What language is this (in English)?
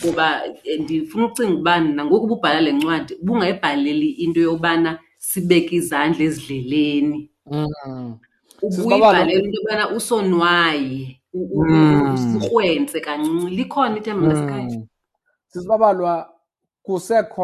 Xhosa